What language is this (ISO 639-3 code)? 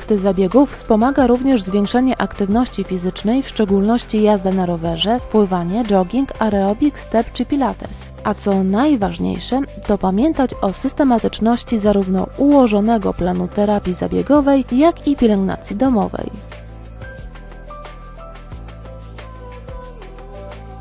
pol